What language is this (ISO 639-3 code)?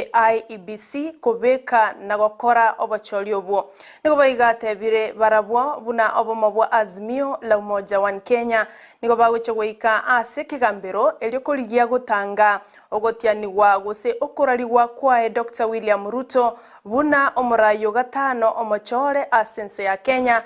guz